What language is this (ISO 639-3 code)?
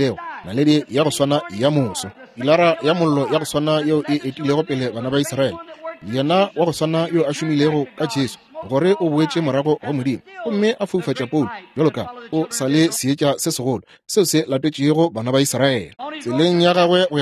nso